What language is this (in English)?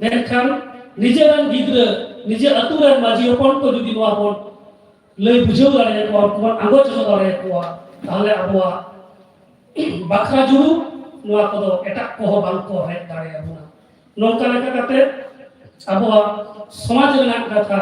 Santali